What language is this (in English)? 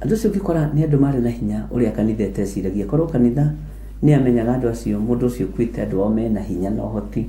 Kikuyu